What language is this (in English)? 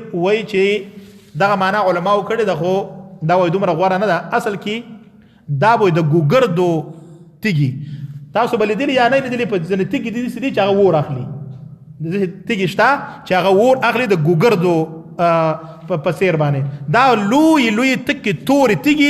Pashto